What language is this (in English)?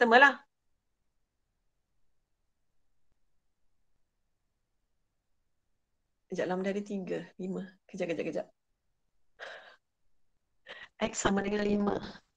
Malay